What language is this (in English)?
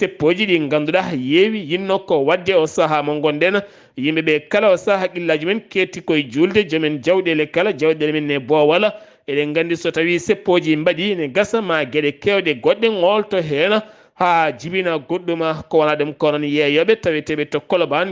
Fula